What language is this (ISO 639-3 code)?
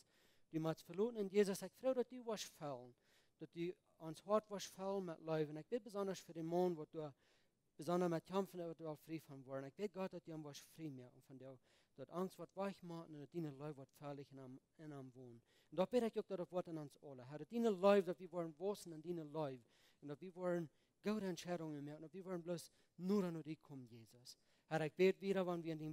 pdt